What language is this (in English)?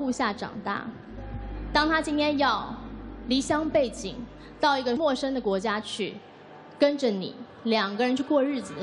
Chinese